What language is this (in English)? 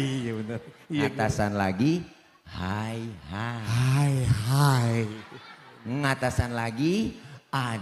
Betawi